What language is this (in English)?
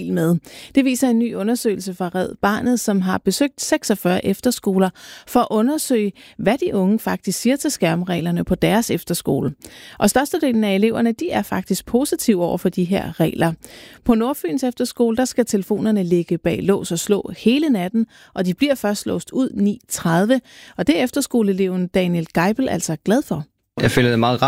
Danish